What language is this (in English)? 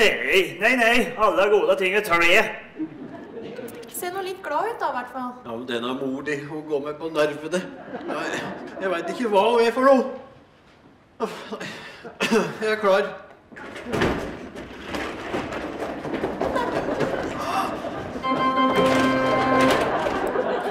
Norwegian